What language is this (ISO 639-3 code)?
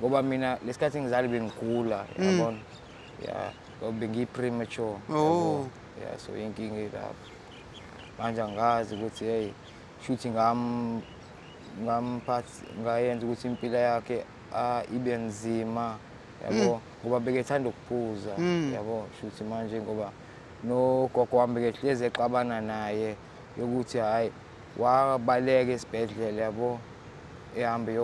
zul